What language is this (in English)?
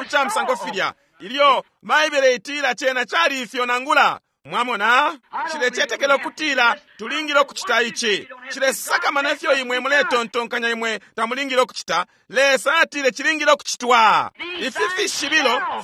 Bemba